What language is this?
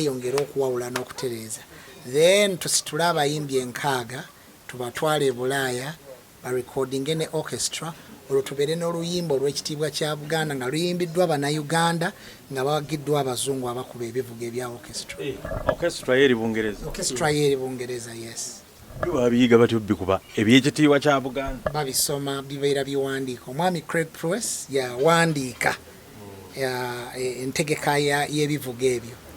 Ganda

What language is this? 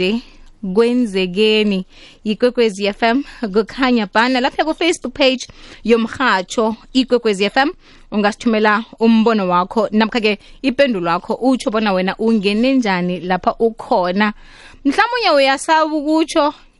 South Ndebele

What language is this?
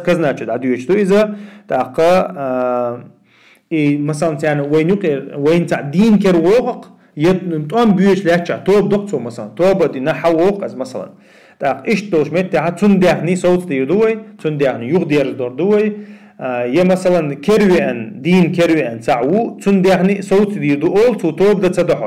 Chechen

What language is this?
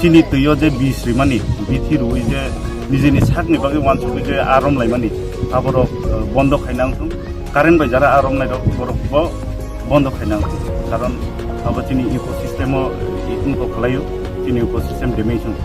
Kok Borok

